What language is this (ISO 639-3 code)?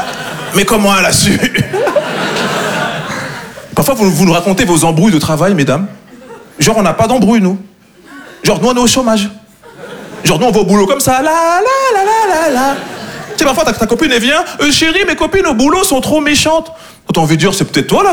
fra